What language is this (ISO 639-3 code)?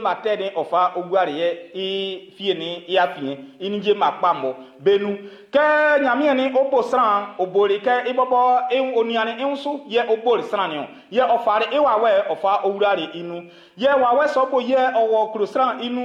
bci